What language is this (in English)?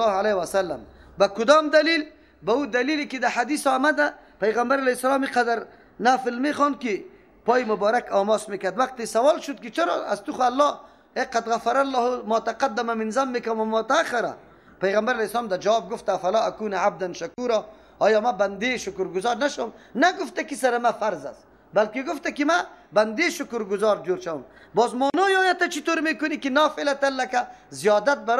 Persian